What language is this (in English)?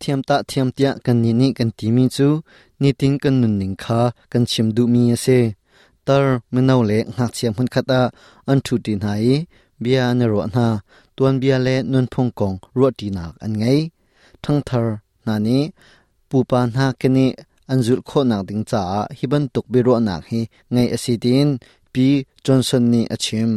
Hakha Chin